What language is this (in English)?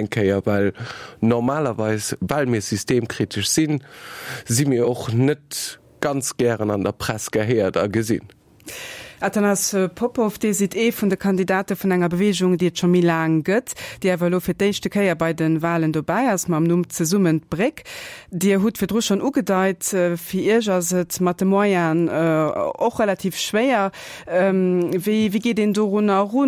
Luxembourgish